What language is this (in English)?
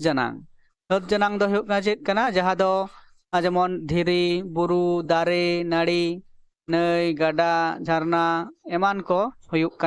Santali